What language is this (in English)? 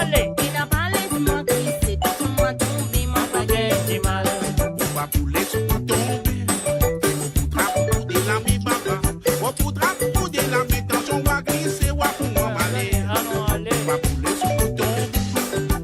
Morisyen